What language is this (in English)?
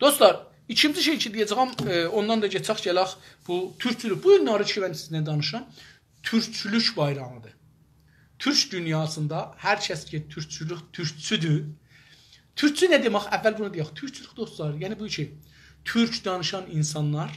South Azerbaijani